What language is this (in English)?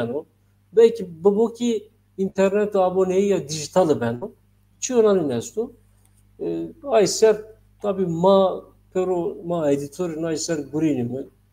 Zaza